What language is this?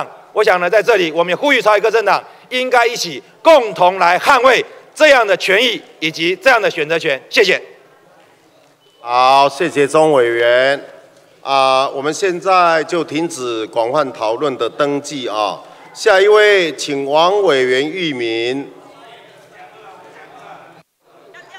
Chinese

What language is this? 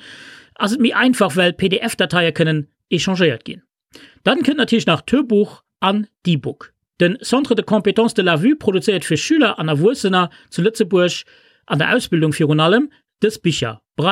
Luxembourgish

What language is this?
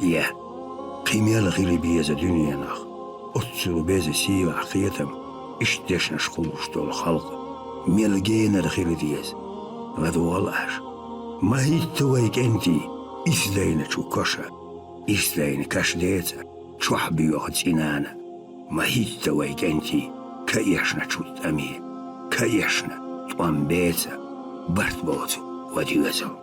Chechen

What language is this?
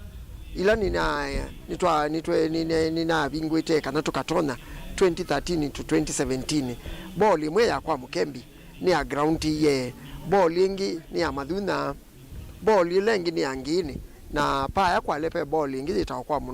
Kamba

